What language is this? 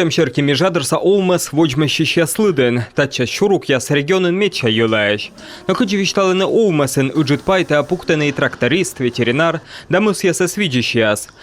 Komi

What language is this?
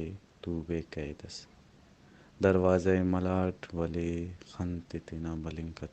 Brahui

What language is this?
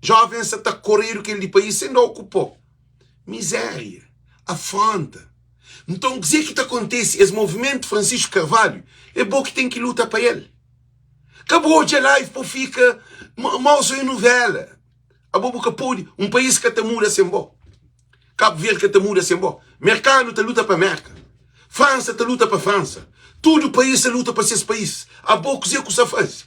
Kabuverdianu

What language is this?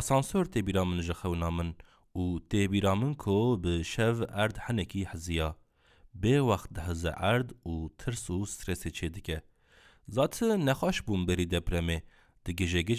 Kurdish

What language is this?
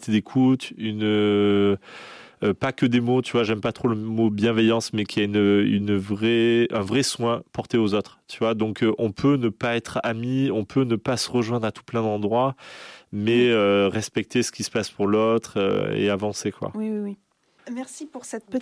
French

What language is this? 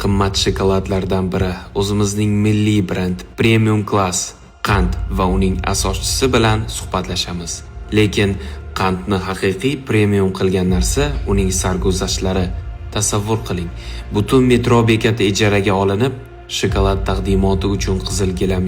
Uzbek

